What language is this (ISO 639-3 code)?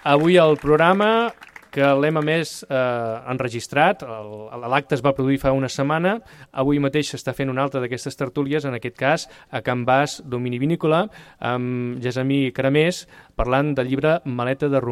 cat